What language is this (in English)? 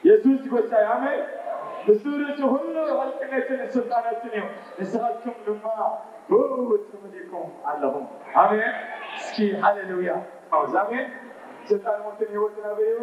Tigrinya